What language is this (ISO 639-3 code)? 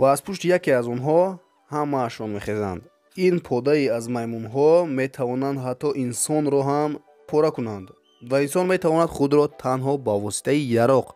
tgk